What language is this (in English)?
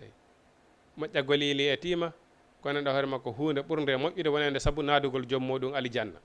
Fula